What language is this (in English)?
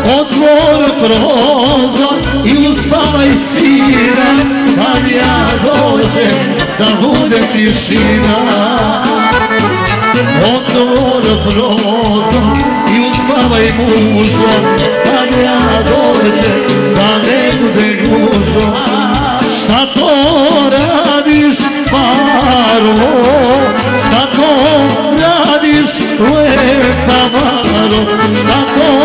Serbian